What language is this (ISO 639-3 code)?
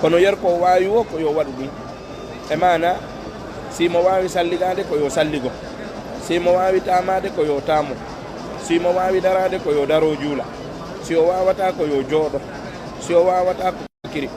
ful